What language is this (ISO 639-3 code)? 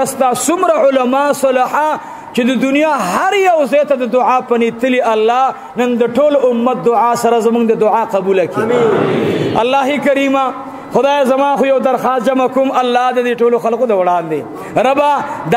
pus